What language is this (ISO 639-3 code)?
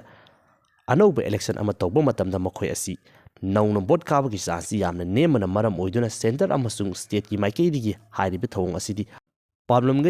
mni